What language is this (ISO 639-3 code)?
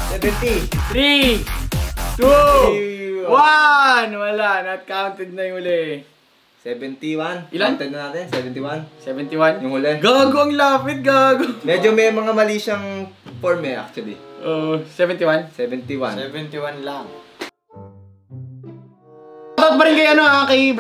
fil